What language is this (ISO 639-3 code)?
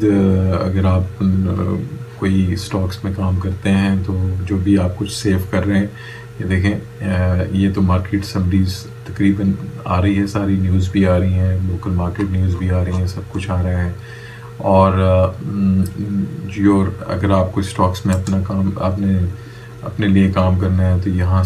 urd